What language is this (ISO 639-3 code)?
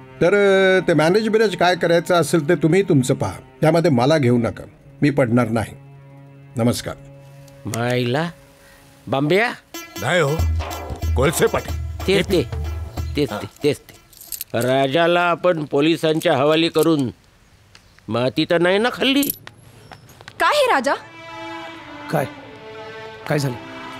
mar